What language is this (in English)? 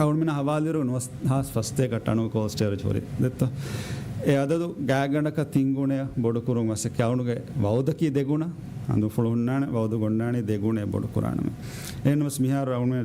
Divehi